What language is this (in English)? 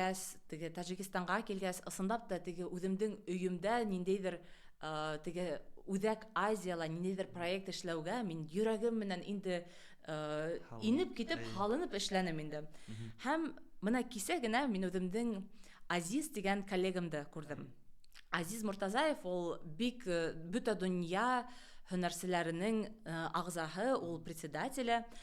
Bashkir